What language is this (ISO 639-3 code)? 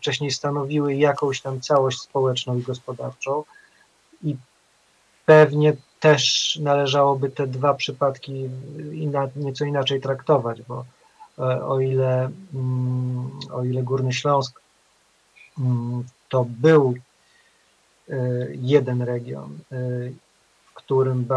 pol